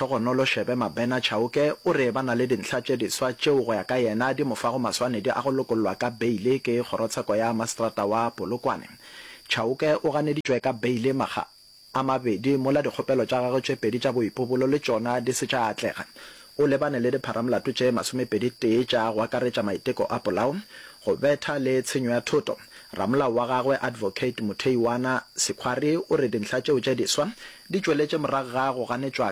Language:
Northern Sotho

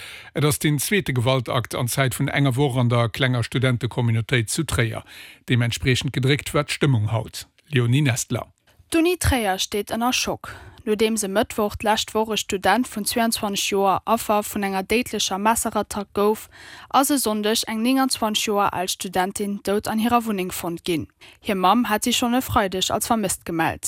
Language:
Luxembourgish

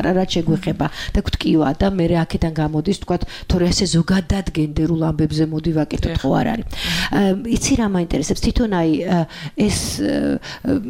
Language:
Georgian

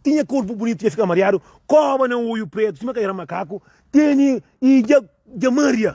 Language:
Kabuverdianu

